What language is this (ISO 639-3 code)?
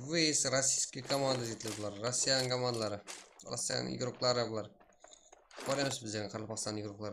kaa